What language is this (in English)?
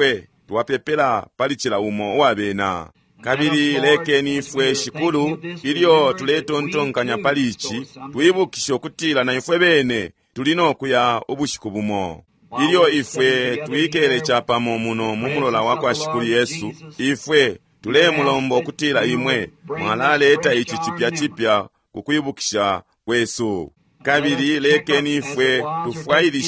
Bemba